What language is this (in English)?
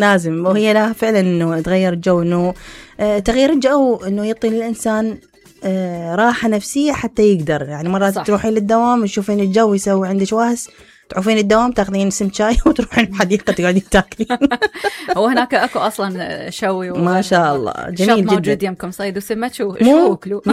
Mesopotamian Arabic